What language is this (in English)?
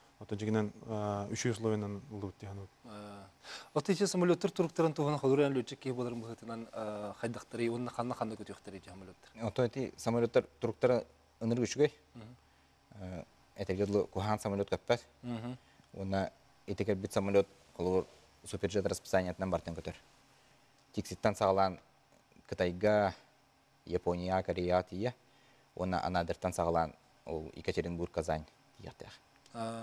Yakut